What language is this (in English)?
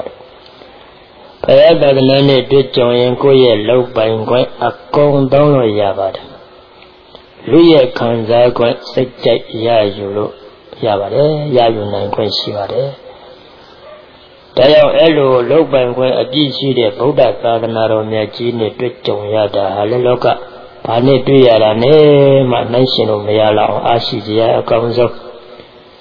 Burmese